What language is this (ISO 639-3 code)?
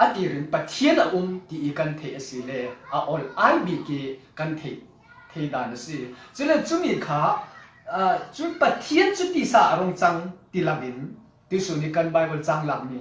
cfm